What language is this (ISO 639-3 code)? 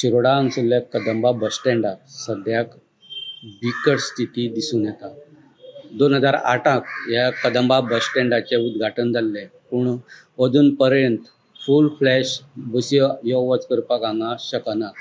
kok